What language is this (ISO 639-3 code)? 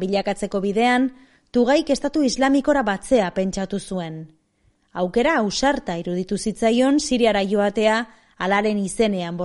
eus